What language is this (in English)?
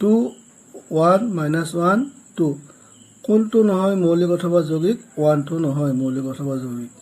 Assamese